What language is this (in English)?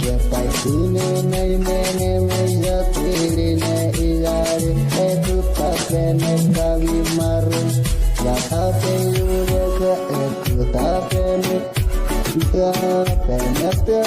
Huichol